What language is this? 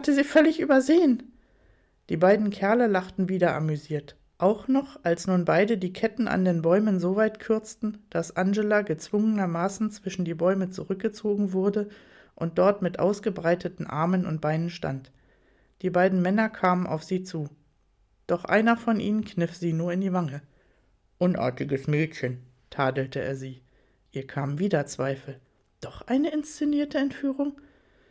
German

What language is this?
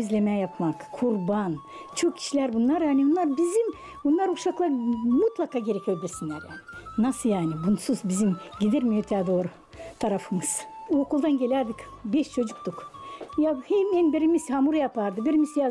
Gagauz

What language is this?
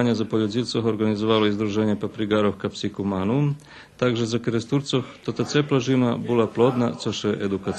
Rusyn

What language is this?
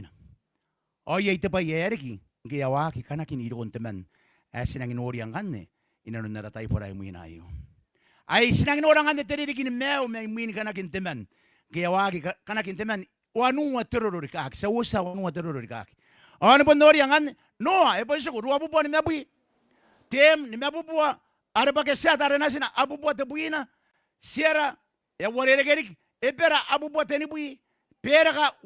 Gilbertese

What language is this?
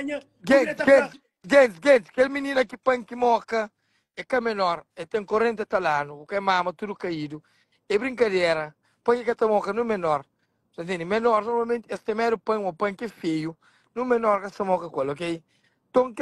Kabuverdianu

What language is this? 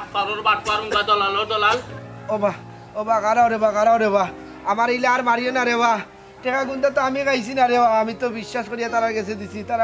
Sylheti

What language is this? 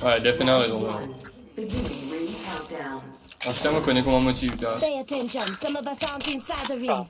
Morisyen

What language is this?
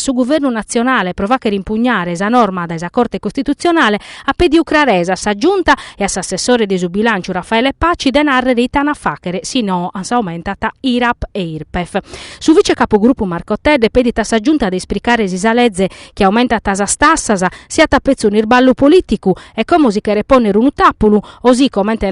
Sardinian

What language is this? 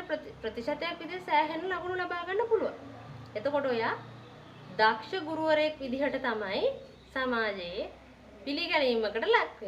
Sinhala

